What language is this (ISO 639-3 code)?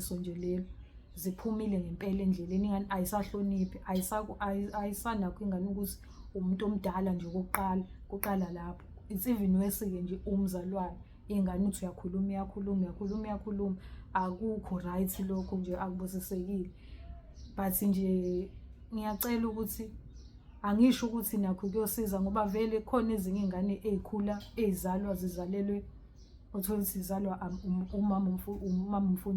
zul